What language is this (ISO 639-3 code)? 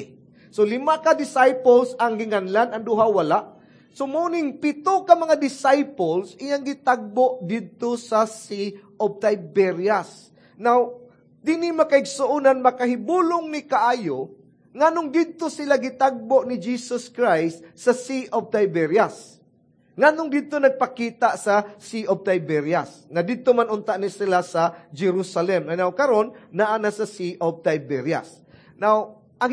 ceb